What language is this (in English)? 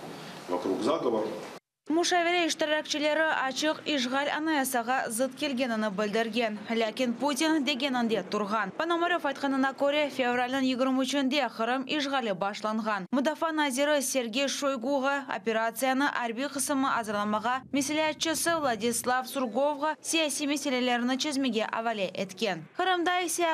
Crimean Tatar